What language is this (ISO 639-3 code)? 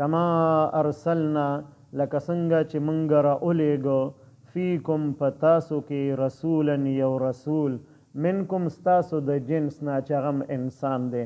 pus